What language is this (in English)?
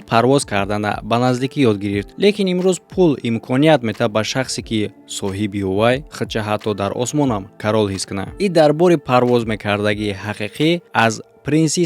Tajik